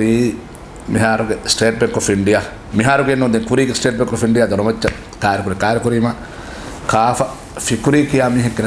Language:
Divehi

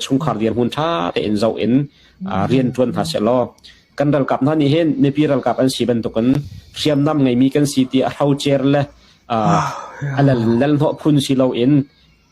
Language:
Hakha Chin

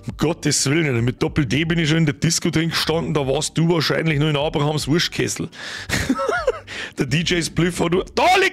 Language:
Bavarian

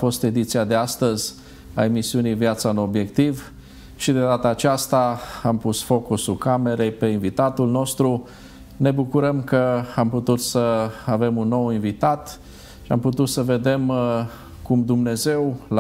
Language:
Romanian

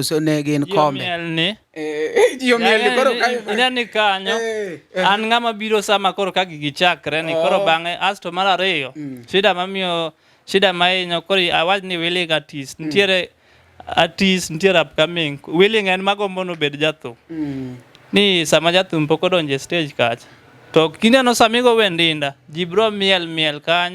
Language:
Luo (Kenya and Tanzania)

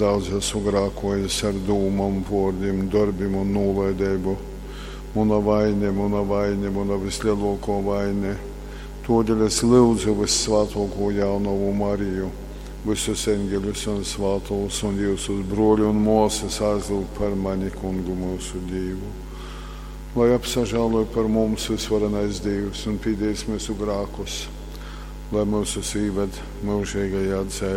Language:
Latgalian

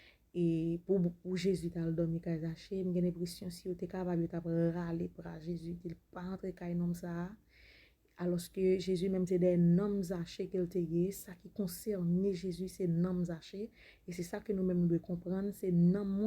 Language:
Haitian Creole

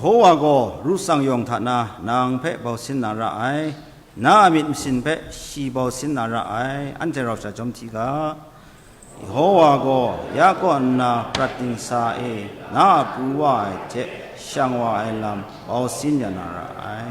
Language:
Kachin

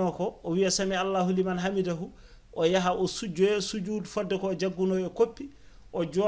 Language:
Fula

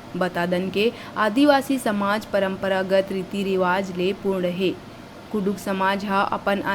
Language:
Chhattisgarhi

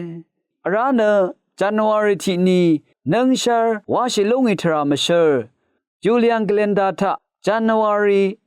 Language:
Rawang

